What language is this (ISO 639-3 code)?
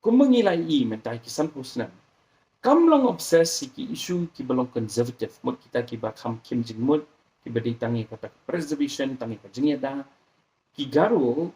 kha